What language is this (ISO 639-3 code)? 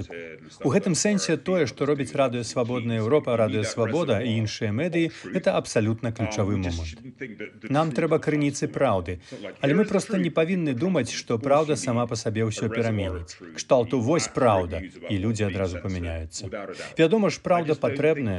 bel